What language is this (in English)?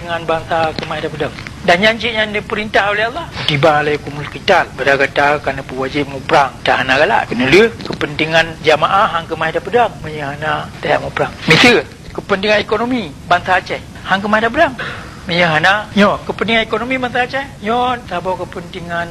Achinese